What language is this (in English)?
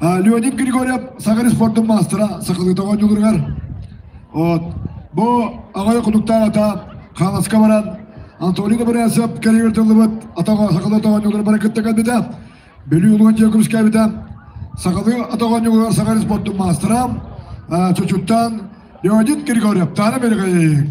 Yakut